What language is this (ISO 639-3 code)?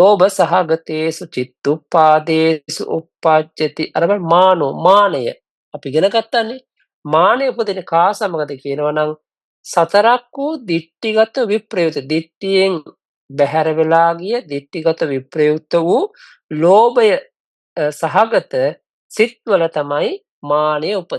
sin